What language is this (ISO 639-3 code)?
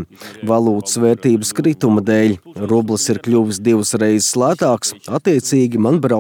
lav